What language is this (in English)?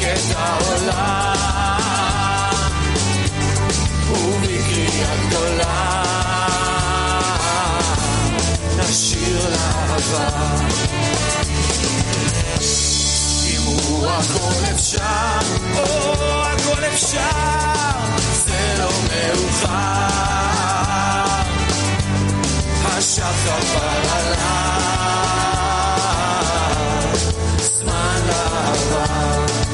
Hebrew